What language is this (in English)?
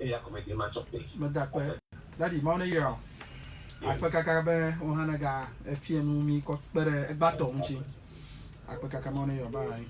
Ewe